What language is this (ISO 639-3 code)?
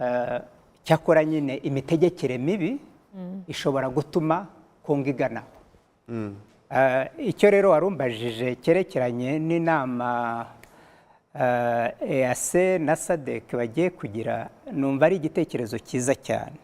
kin